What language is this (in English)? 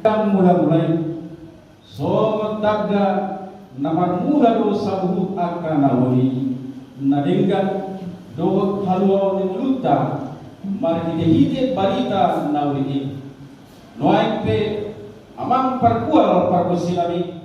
Batak Toba